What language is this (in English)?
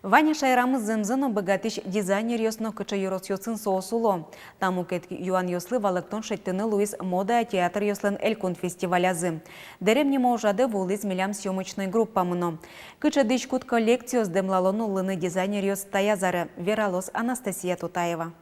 Udmurt